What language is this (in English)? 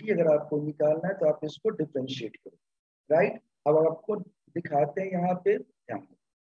Hindi